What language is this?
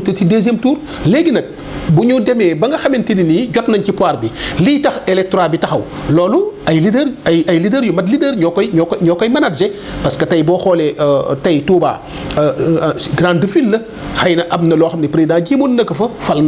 Wolof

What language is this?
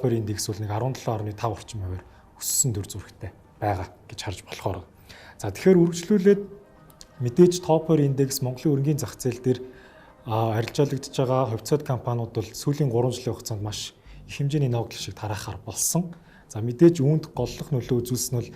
Mongolian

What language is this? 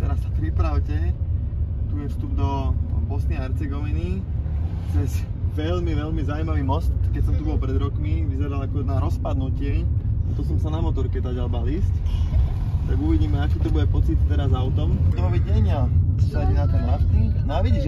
Slovak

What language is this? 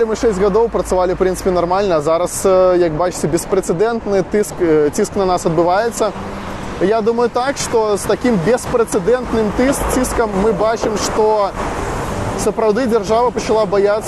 Belarusian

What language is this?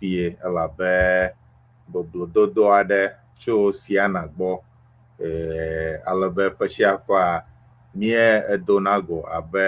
Ewe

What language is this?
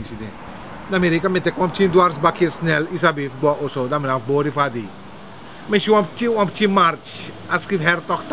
Sranan Tongo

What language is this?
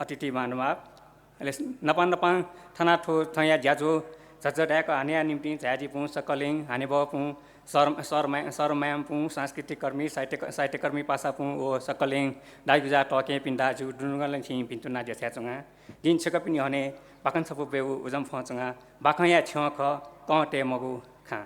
Newari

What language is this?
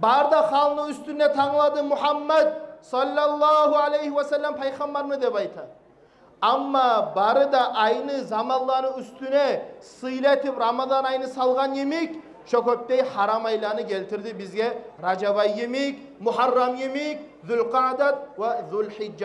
Kumyk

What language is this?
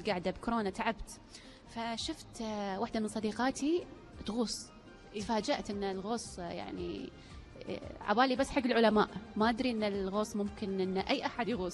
Gulf Arabic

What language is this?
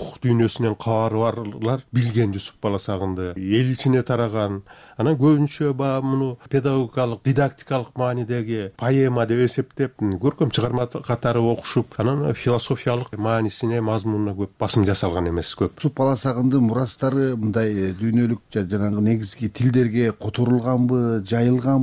Kyrgyz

